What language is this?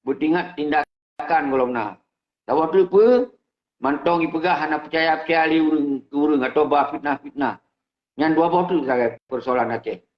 Achinese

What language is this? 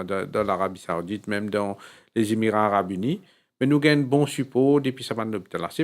Morisyen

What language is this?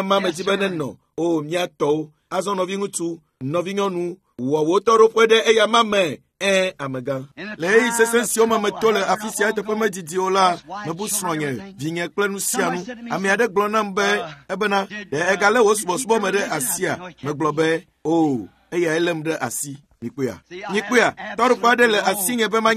Ewe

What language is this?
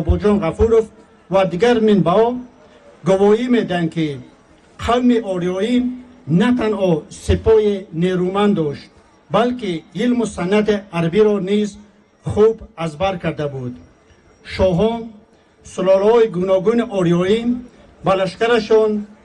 Tajik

